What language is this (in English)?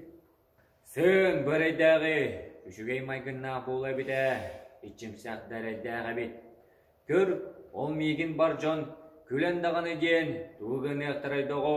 Yakut